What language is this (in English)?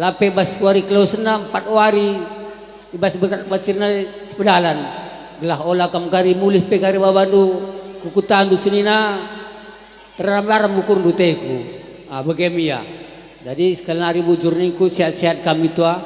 Batak Karo